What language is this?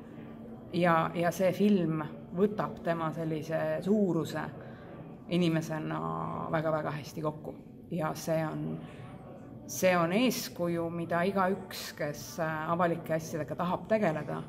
Estonian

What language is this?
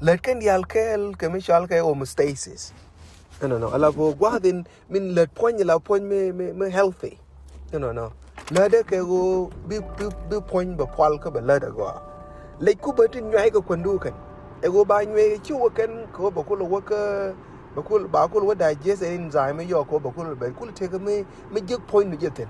Nuer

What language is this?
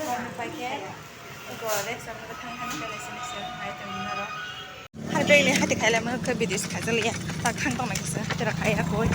Kok Borok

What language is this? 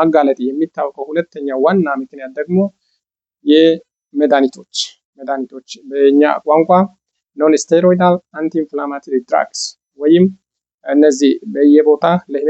Amharic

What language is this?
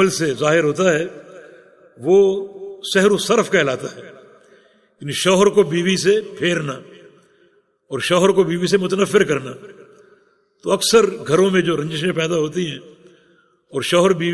Urdu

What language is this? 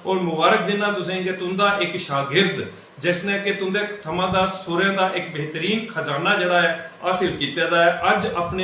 Dogri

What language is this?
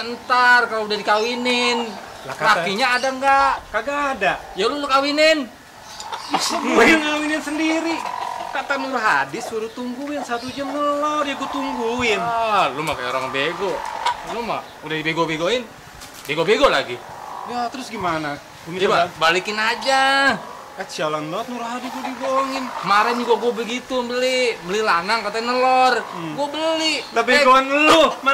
Betawi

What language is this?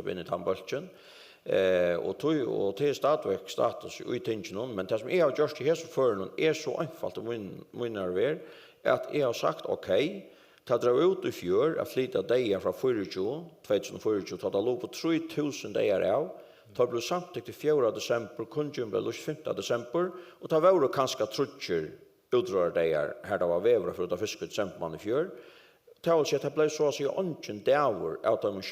Faroese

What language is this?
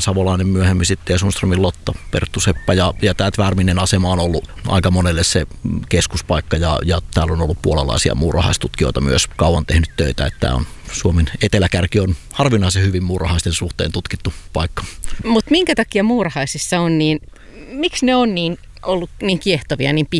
Finnish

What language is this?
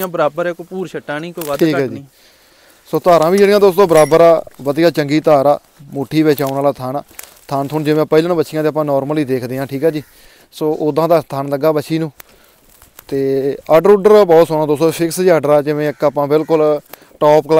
Punjabi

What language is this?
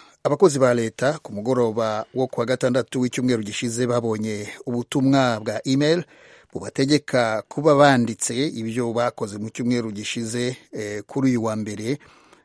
Kinyarwanda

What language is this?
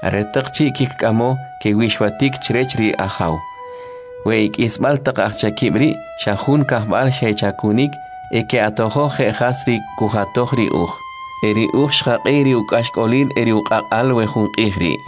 Kʼicheʼ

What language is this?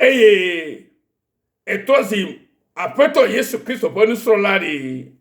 Ewe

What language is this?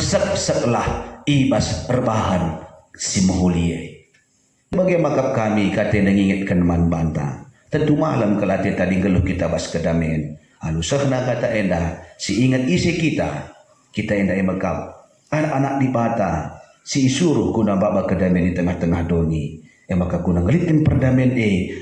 Batak Karo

